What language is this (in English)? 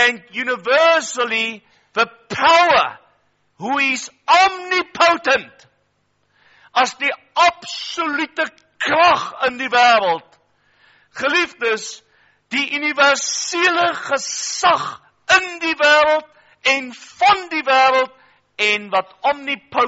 Afrikaans